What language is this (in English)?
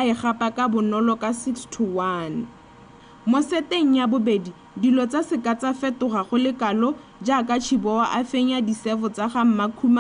Tswana